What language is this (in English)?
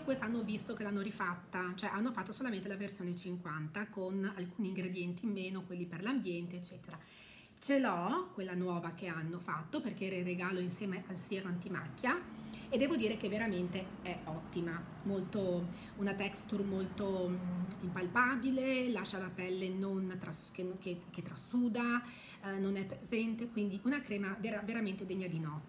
Italian